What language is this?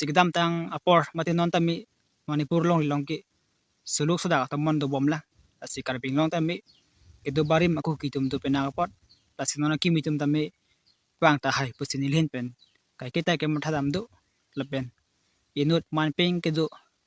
Karbi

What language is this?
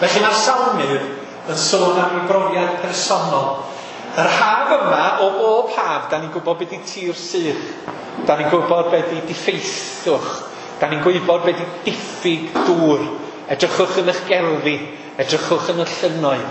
Welsh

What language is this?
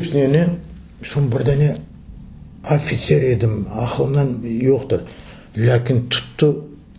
Crimean Tatar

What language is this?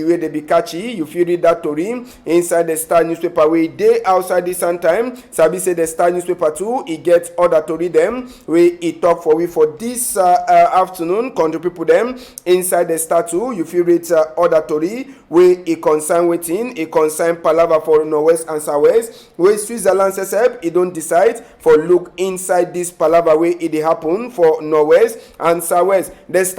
Cameroon Pidgin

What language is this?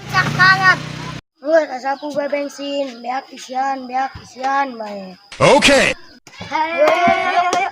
Sundanese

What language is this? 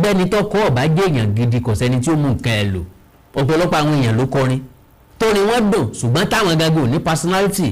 Yoruba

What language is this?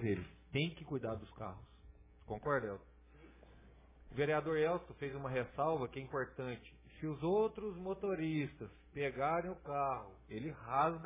Portuguese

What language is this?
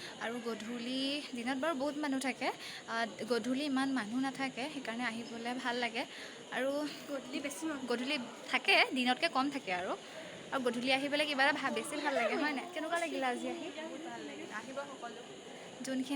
Assamese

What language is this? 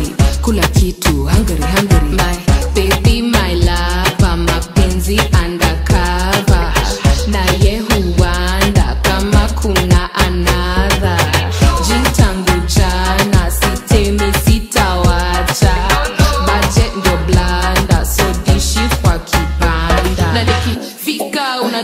Swahili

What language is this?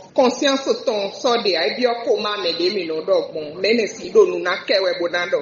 Fon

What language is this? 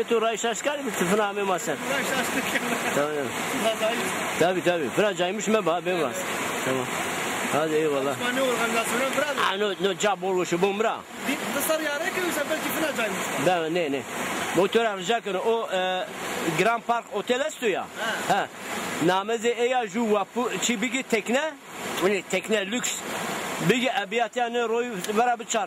Zaza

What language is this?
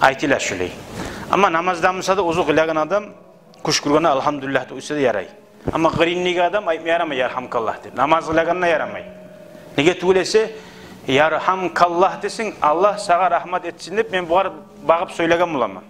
Kumyk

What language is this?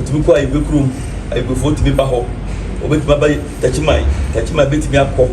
Akan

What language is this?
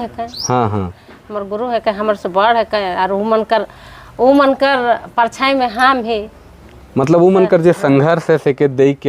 Sadri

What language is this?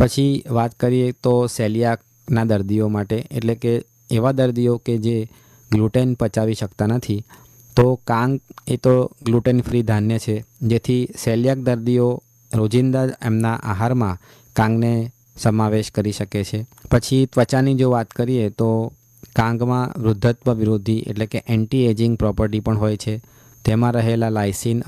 Gujarati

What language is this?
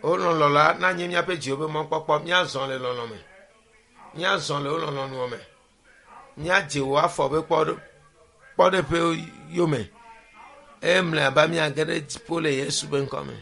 Ewe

